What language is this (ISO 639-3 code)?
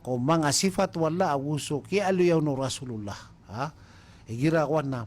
mrw